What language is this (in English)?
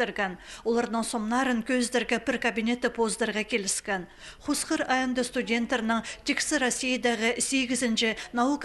Khakas